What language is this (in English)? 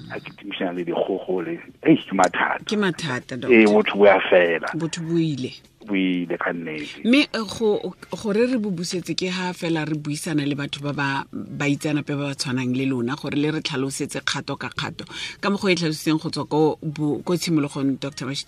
Tswana